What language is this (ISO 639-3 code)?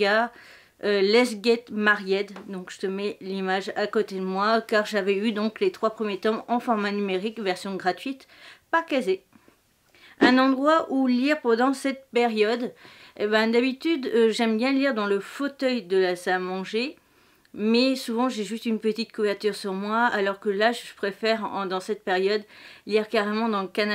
fra